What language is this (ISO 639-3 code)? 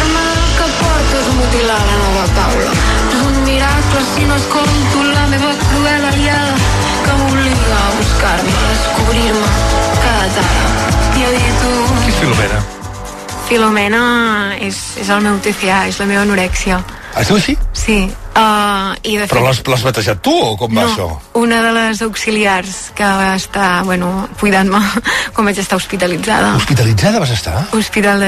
cat